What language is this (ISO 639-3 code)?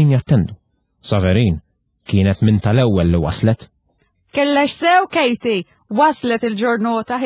mlt